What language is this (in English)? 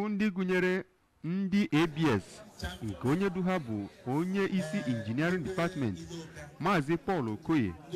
Igbo